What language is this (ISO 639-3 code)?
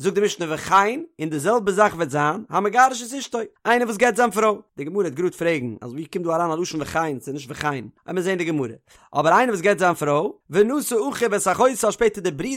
yid